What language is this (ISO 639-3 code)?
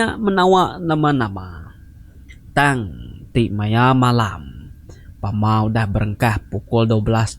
iba